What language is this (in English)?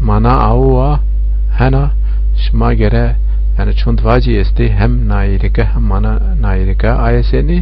Zaza